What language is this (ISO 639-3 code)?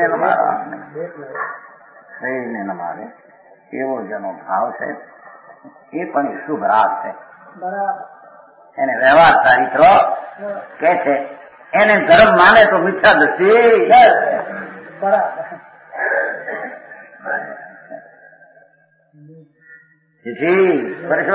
guj